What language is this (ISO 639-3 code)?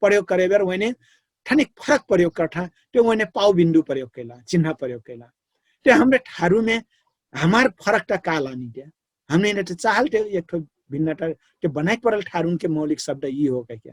thl